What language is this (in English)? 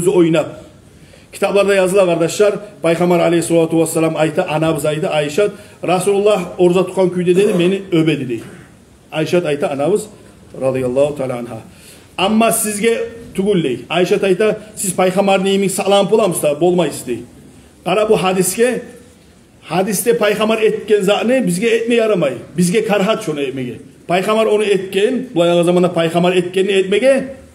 Kumyk